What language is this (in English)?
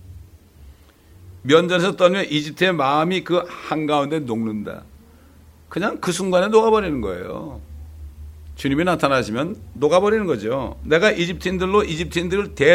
Korean